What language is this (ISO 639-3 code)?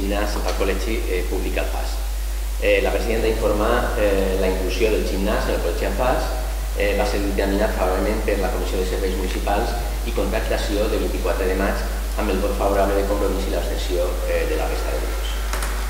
cat